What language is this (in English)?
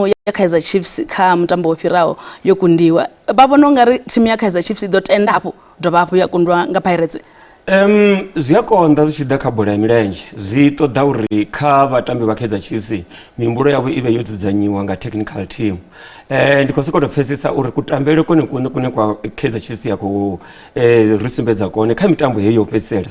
Venda